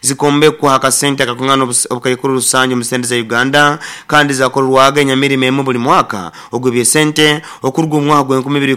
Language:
Nyankole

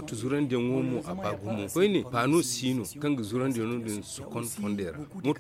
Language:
Zarma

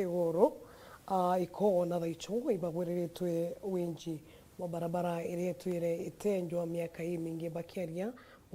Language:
Meru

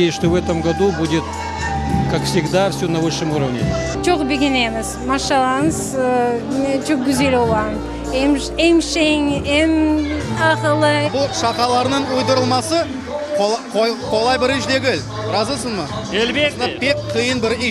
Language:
Crimean Tatar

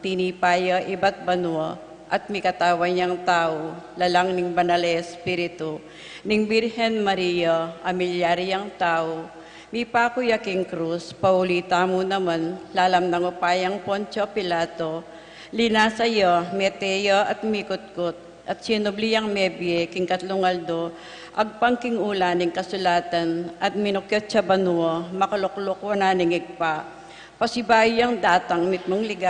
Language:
Pampanga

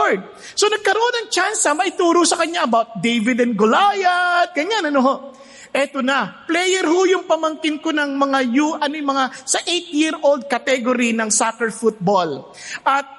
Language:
Filipino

